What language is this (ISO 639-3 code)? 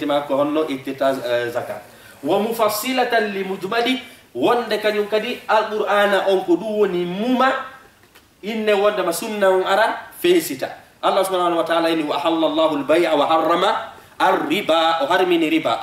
ful